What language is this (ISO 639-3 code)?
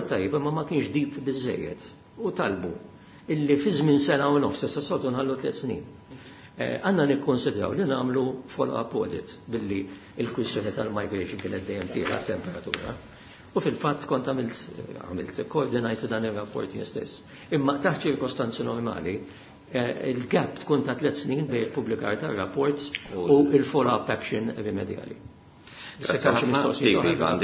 mlt